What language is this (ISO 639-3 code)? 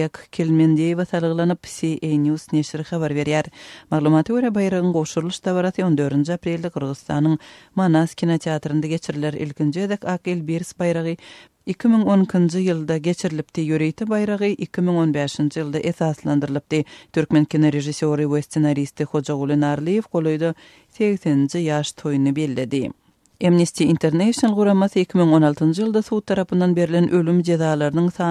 tuk